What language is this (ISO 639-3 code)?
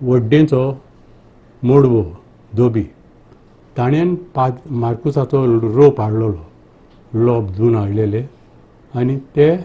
kok